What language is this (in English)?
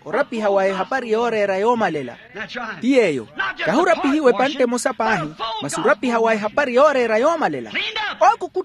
Makhuwa